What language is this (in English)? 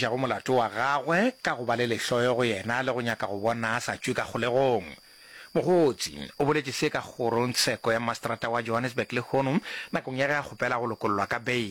Northern Sotho